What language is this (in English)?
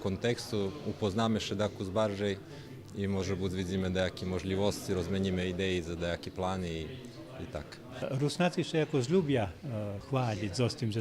Rusyn